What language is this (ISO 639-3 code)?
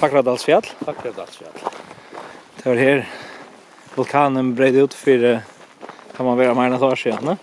fao